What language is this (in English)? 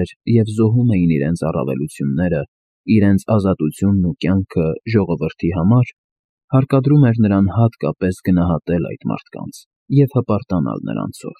Armenian